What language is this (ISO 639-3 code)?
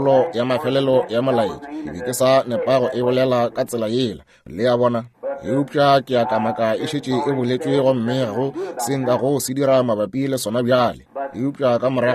nso